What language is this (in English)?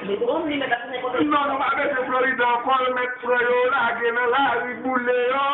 Haitian Creole